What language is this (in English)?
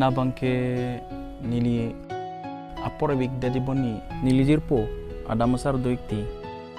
Karbi